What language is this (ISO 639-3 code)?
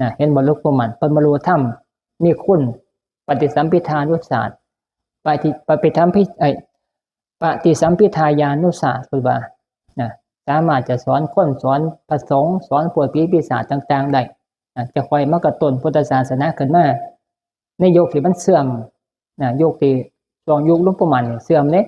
tts